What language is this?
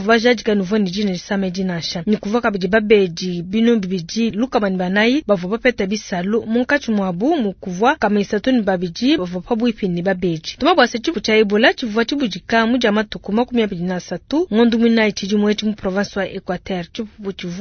Luba-Lulua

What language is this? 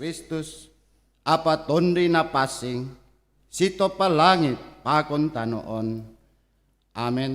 Batak Simalungun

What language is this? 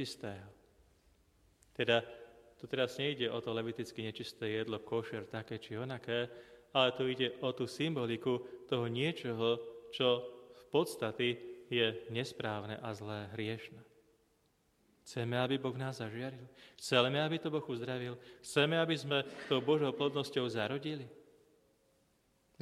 Slovak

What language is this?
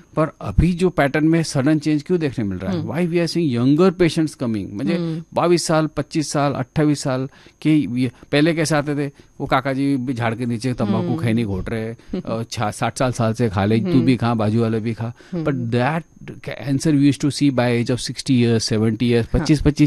Hindi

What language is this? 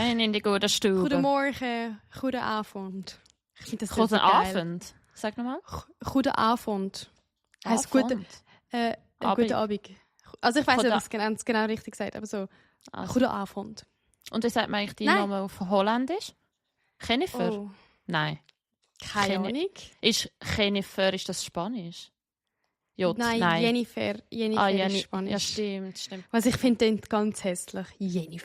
Swiss German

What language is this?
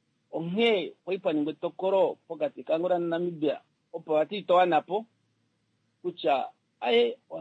Kuanyama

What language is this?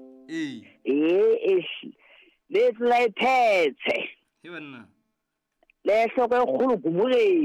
Southern Sotho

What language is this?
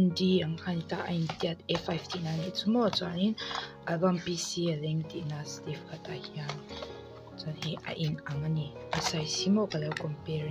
Mizo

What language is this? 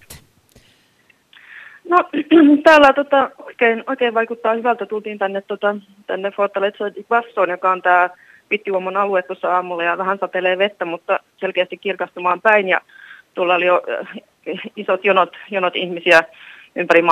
Finnish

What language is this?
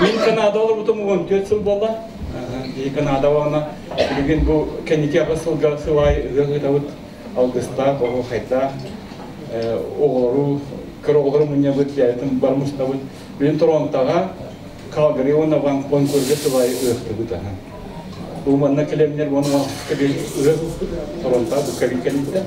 Yakut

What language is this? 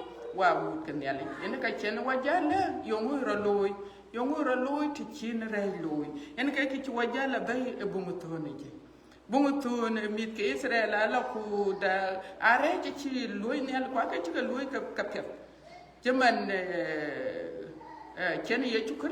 Dinka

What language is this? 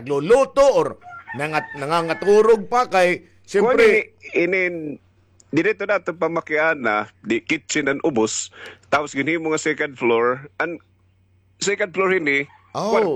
Waray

